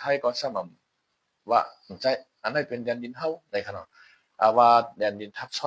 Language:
Shan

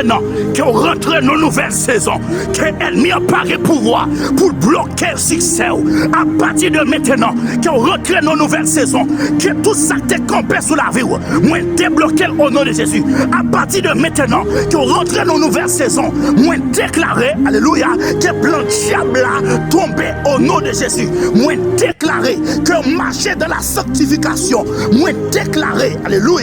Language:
Haitian Creole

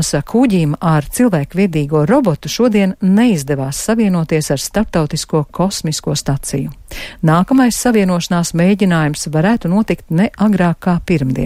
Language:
Latvian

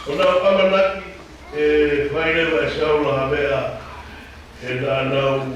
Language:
Tongan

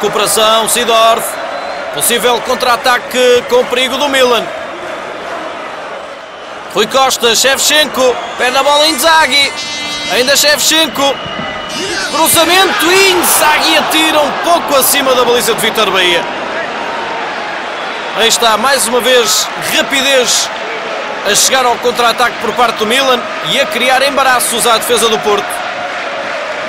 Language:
Portuguese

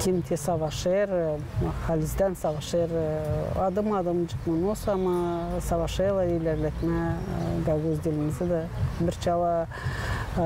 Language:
Gagauz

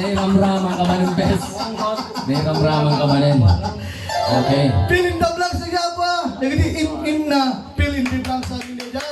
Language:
Iloko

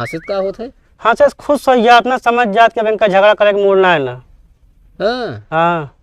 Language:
Awadhi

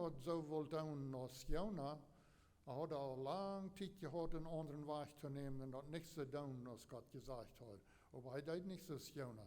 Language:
Plautdietsch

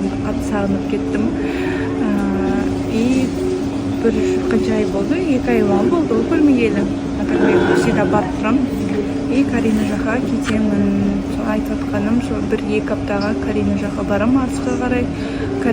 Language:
Kazakh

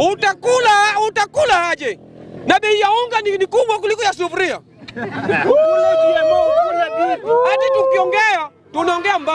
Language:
Swahili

